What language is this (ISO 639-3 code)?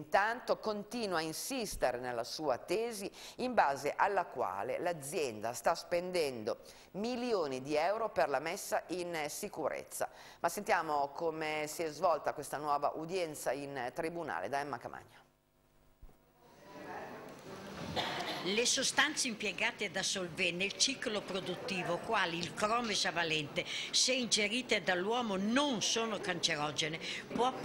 ita